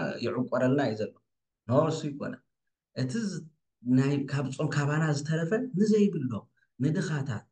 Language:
Tigrinya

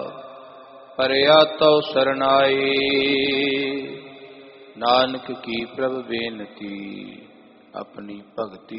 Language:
Punjabi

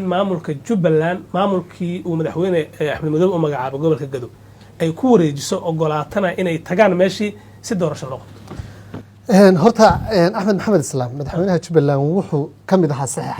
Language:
Somali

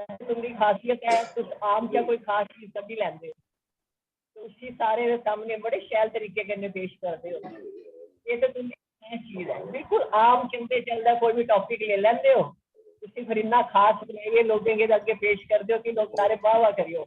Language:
Dogri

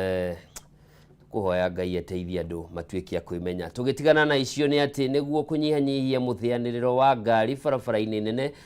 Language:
Kikuyu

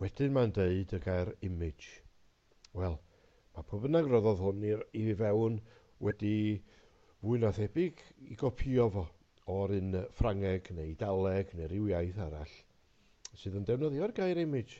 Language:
Welsh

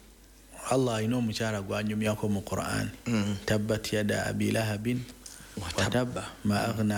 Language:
Ganda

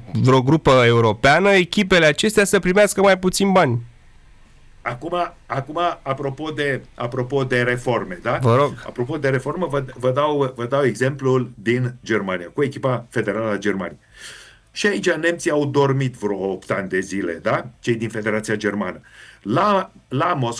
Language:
Romanian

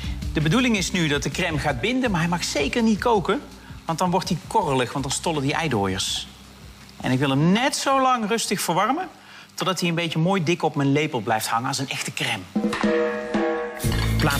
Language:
Dutch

